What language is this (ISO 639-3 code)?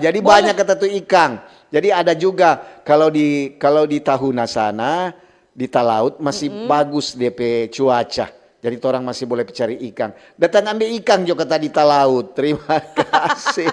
xmm